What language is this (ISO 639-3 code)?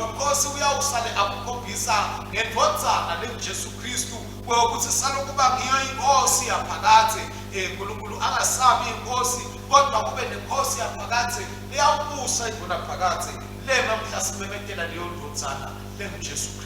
ssw